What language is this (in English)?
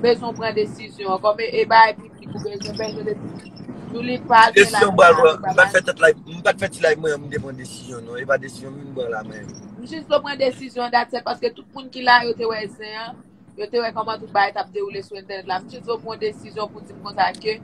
Haitian Creole